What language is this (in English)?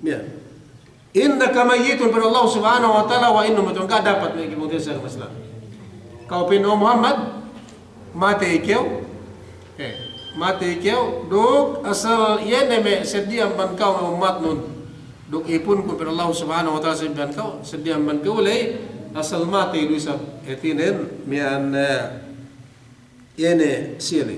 Yakan